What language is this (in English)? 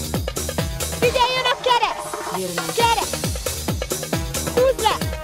Hungarian